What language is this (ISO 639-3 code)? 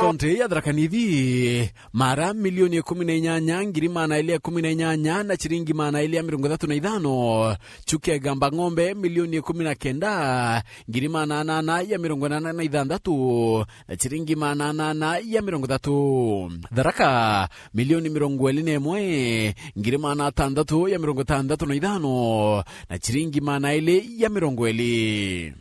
mer